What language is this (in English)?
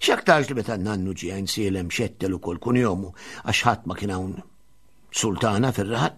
Maltese